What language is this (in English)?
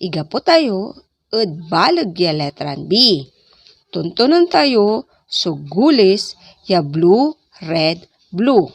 Pangasinan